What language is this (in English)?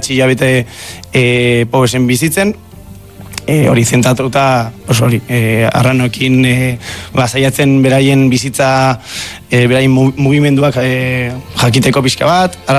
Basque